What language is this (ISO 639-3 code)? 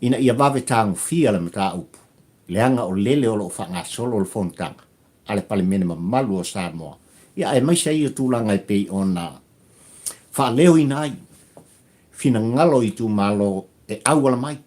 smo